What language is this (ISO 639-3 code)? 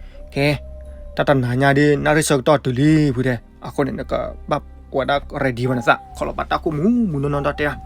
ksw